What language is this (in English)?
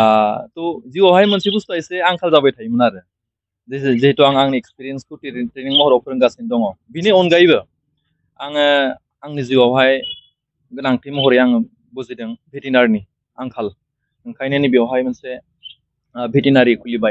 Bodo